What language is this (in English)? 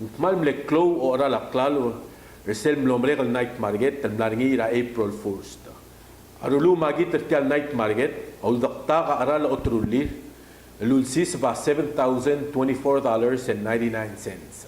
Palauan